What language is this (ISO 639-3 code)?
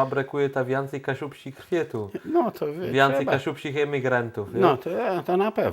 csb